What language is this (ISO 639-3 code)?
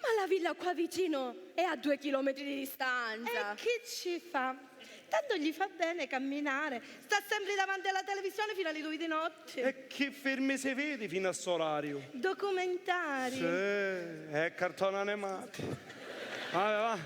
scn